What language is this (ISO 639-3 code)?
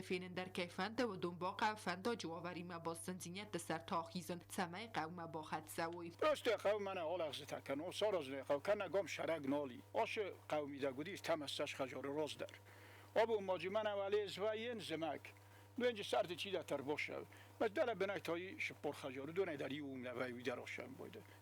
oss